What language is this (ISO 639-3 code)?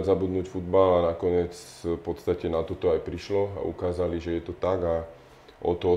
slk